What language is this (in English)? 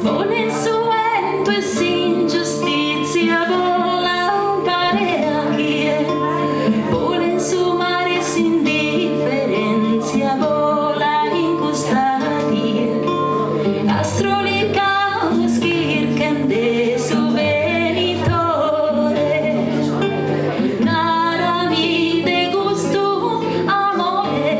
Sardinian